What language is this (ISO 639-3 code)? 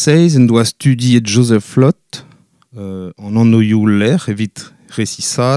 bre